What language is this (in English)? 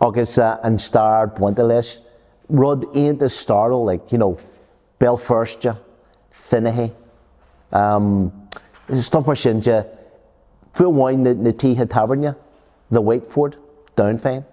Irish